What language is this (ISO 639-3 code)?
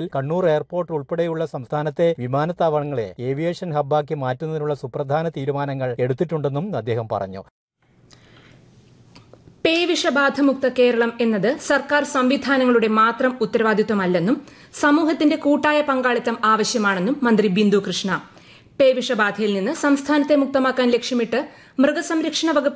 mal